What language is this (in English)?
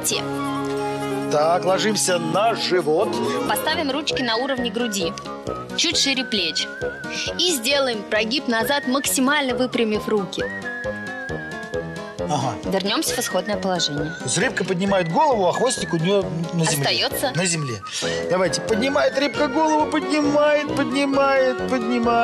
Russian